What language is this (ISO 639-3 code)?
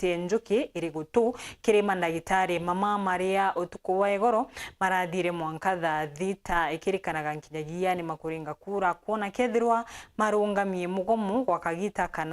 mer